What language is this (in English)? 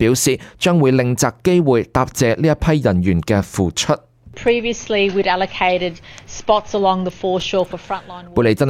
Cantonese